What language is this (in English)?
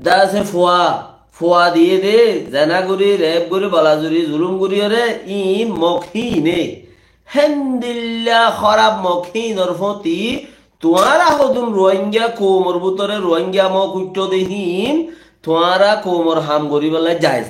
Rohingya